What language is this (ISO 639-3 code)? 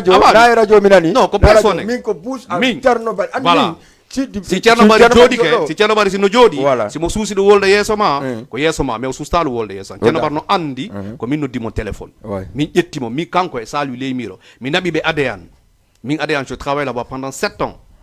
ful